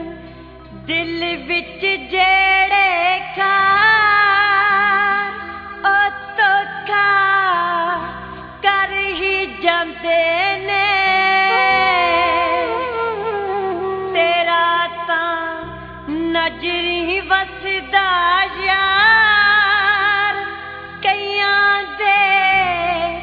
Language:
Punjabi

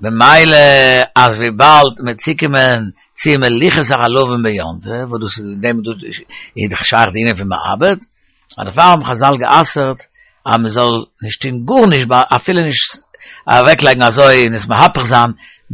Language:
Yiddish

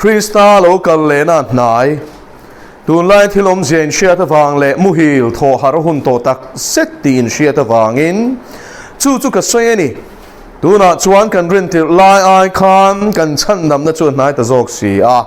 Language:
Mizo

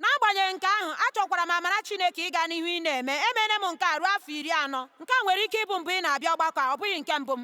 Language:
Igbo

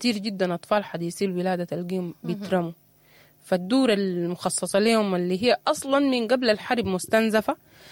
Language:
Sudanese Arabic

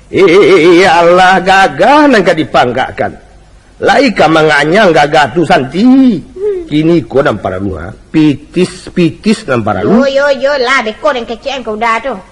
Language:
Minangkabau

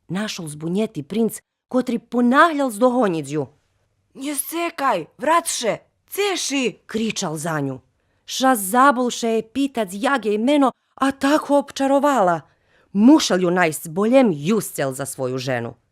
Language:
Rusyn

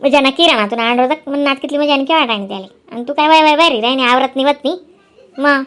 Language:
Khandesi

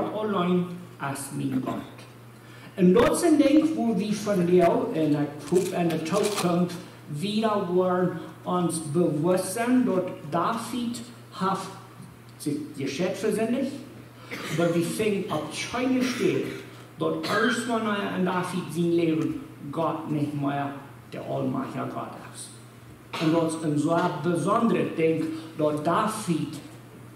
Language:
Plautdietsch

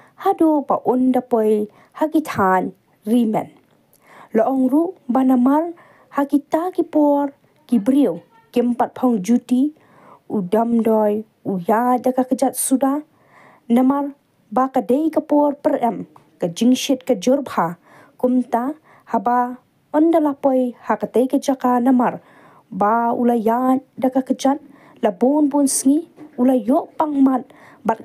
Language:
Khasi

